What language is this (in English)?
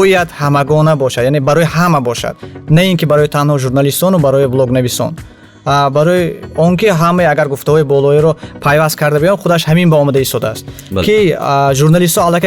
Tajik